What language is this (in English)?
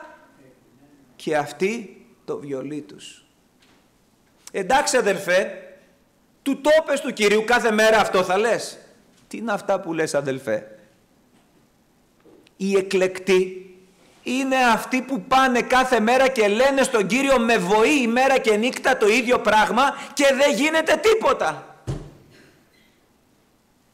Greek